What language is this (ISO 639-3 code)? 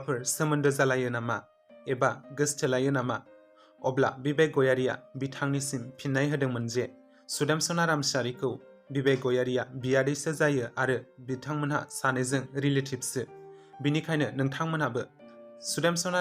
brx